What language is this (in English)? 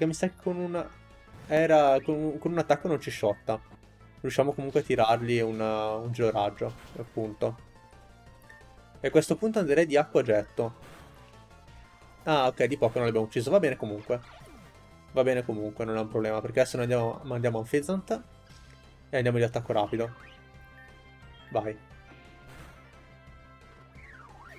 Italian